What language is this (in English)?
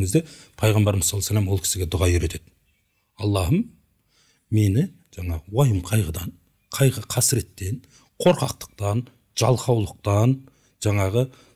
Kazakh